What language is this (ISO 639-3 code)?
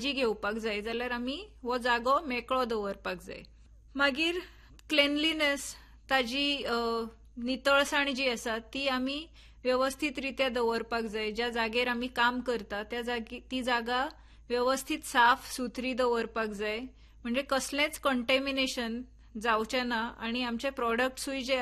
kok